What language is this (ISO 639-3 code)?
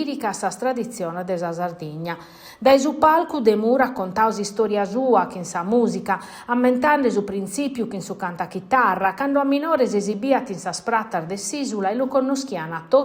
srd